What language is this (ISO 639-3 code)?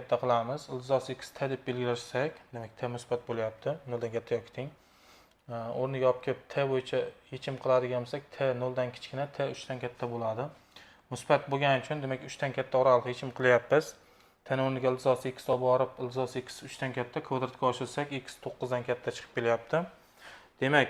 uzb